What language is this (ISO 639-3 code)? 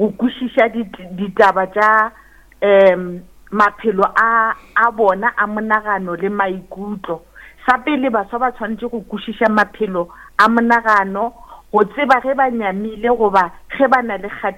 nso